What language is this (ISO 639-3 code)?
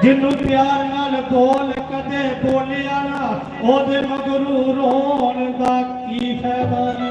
doi